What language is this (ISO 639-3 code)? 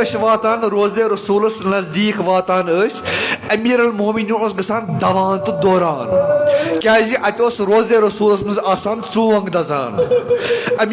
kas